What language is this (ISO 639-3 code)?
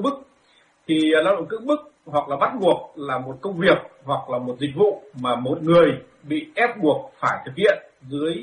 vie